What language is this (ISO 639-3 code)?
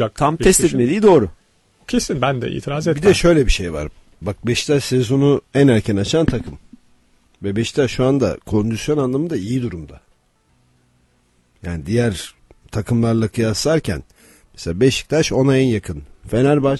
tur